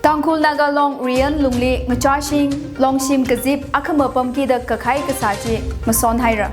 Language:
Tangkhul Naga (India)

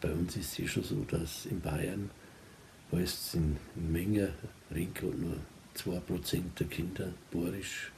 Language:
Bavarian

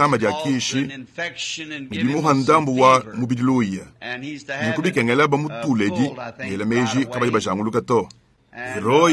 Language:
Luba-Lulua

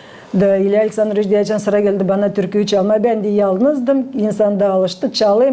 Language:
Gagauz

